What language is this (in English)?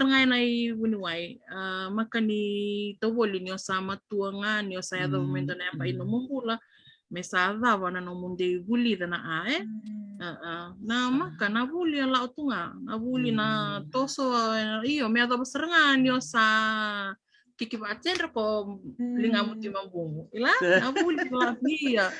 Fijian